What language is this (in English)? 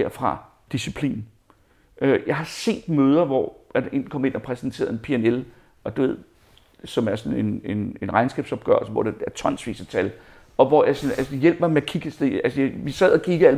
Danish